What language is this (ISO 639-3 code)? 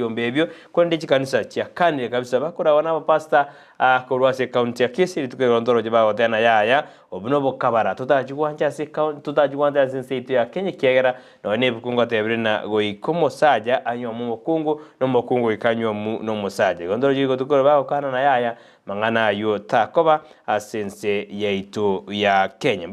guz